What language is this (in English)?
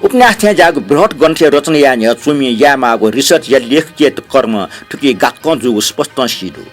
Newari